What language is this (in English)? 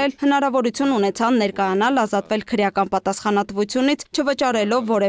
Armenian